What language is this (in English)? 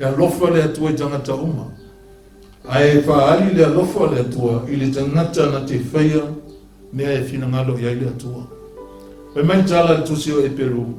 Samoan